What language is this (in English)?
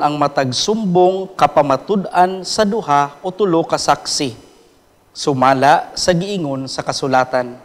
Cebuano